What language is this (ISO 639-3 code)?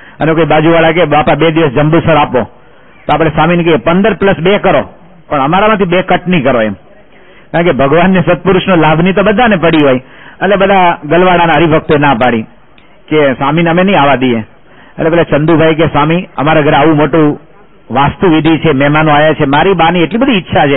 guj